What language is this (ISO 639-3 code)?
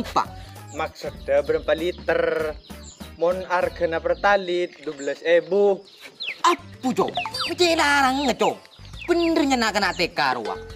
mad